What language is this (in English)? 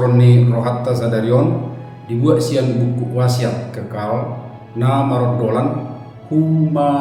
Batak Toba